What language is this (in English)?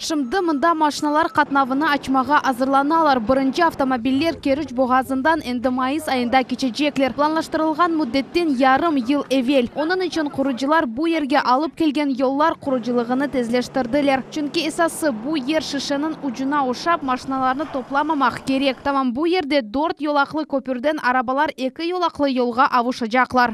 Crimean Tatar